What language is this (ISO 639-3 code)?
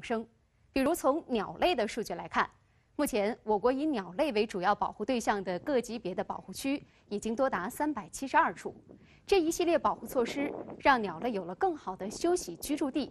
zho